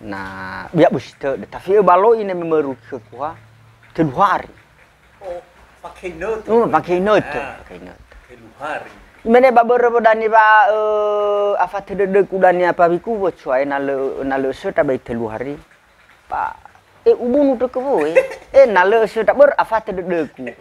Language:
Nias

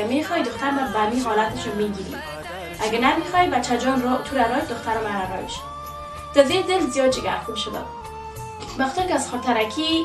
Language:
Persian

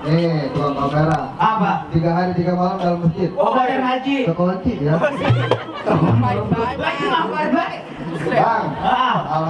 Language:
Betawi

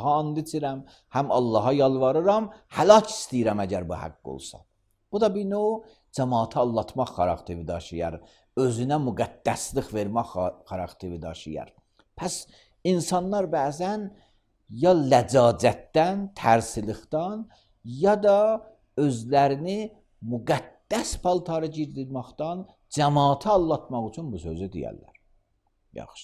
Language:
Azerbaijani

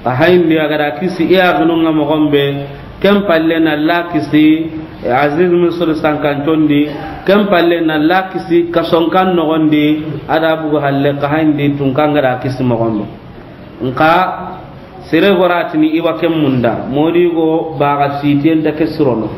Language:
Soninke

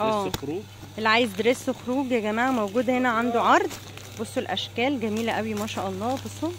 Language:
Egyptian Arabic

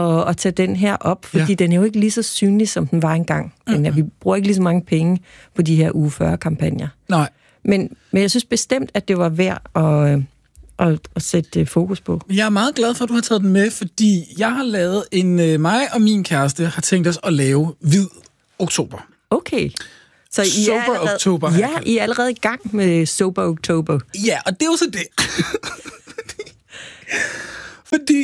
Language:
Danish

